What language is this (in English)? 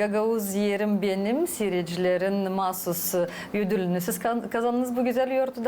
Gagauz